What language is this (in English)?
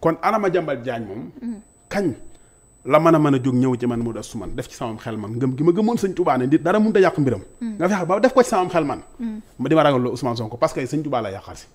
Wolof